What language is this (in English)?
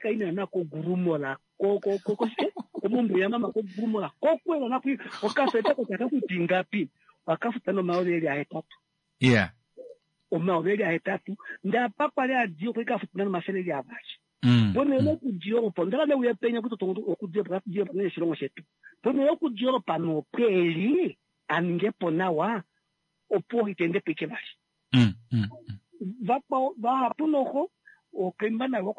Kuanyama